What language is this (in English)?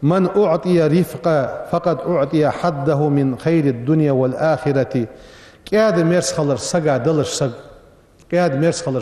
Ingush